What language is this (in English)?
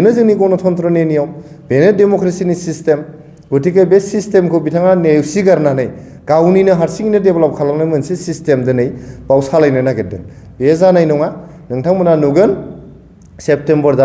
Bodo